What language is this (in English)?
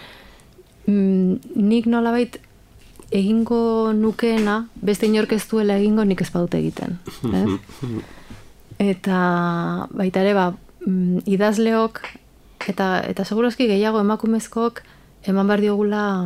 Basque